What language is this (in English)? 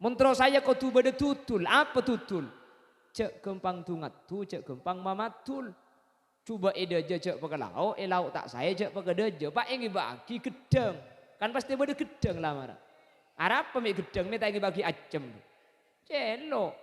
Madurese